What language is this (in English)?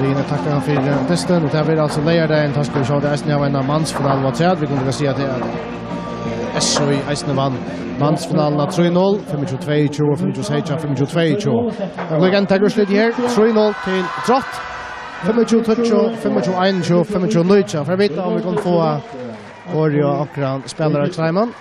Faroese